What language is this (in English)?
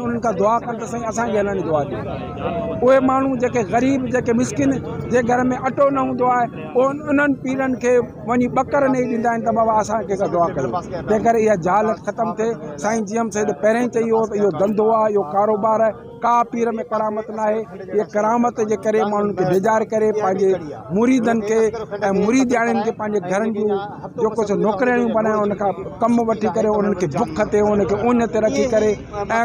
Sindhi